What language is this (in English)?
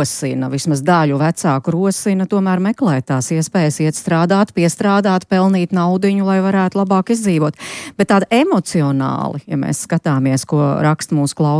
Latvian